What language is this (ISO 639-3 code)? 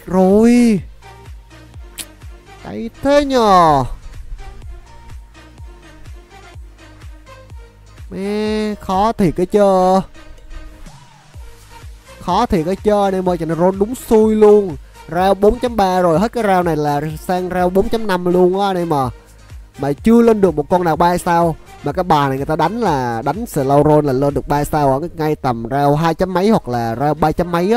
vie